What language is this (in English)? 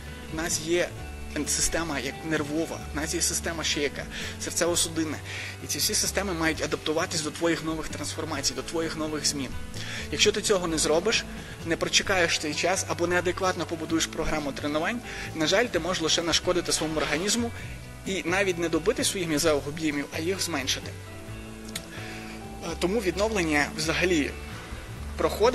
Ukrainian